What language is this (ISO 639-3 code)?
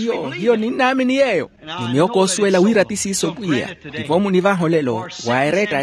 vmw